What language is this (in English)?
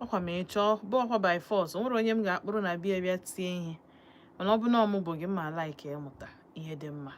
Igbo